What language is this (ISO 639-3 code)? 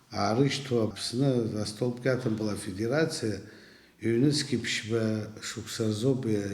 abk